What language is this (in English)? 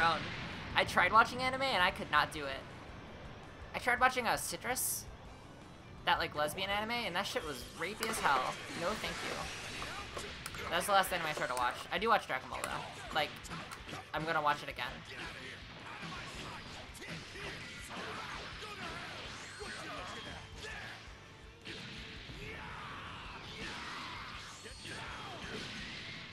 English